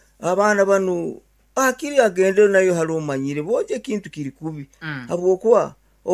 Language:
Nyoro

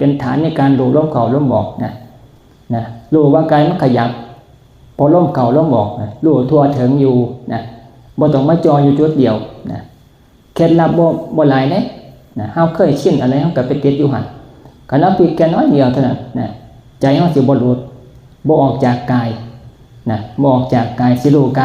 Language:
Northeastern Thai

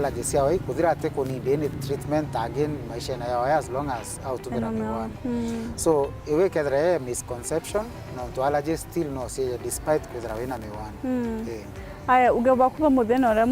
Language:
Meru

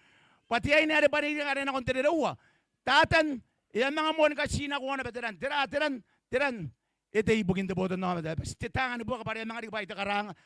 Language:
Gilbertese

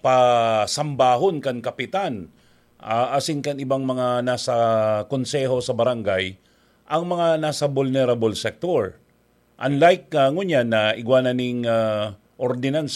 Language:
Bikol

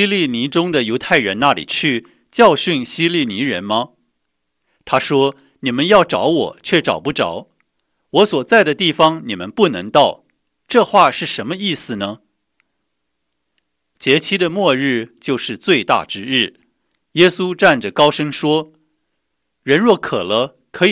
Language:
Chinese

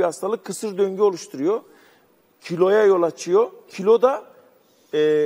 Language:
Turkish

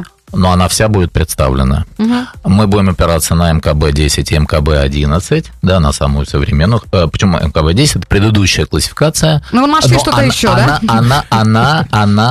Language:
Russian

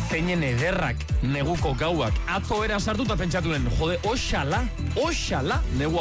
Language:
Basque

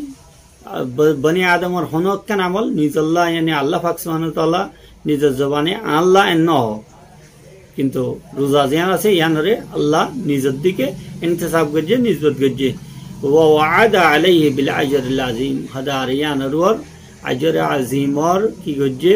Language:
Rohingya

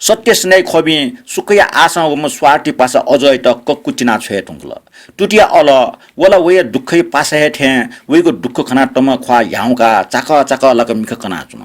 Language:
Newari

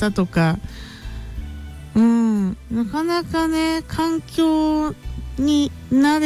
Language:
Japanese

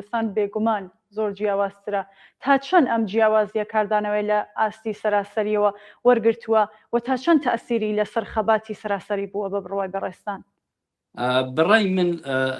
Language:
Central Kurdish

